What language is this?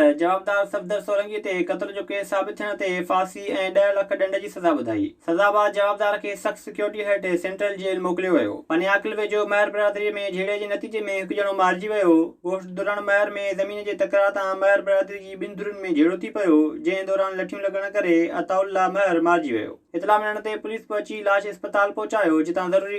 Sindhi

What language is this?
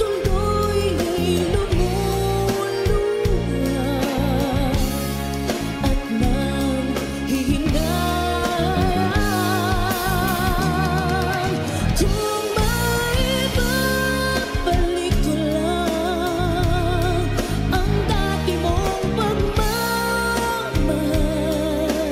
Filipino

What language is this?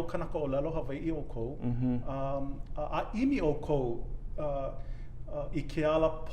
Hawaiian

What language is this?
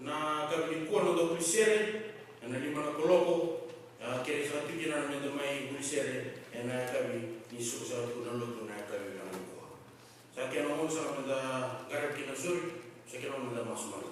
Fijian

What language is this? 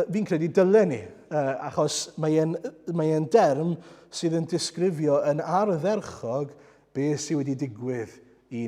Welsh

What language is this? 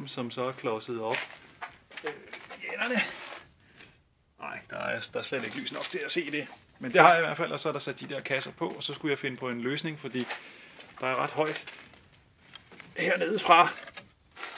Danish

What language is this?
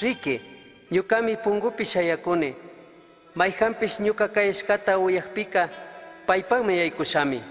Chimborazo Highland Quichua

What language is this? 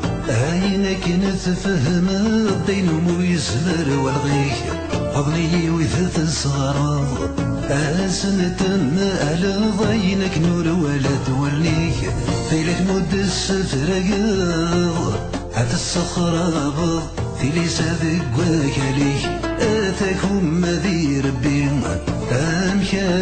Kabyle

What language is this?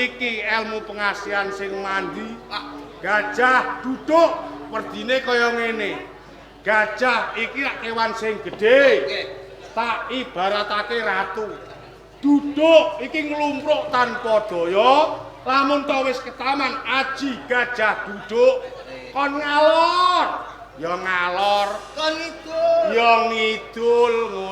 Javanese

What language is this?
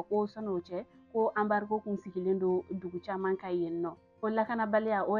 Bambara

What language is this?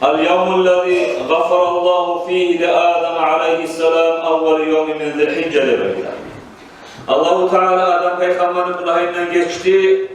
Kumyk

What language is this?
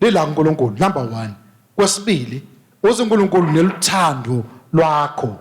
Swati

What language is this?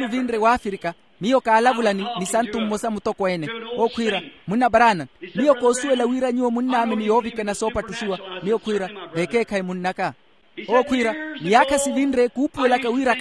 Makhuwa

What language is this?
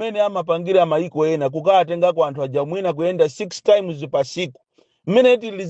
Nyanja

